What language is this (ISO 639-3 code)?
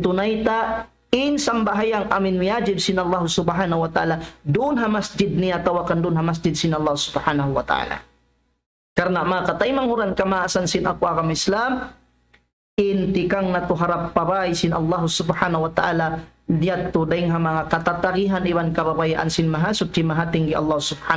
tsg